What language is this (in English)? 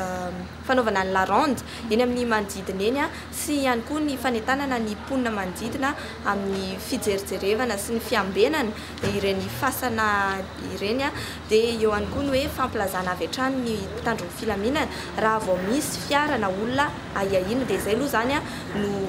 Malagasy